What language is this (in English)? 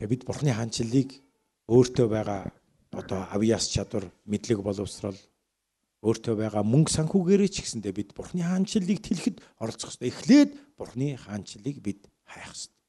Mongolian